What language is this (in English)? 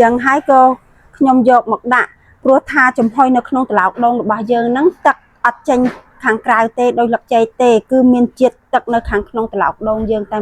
Khmer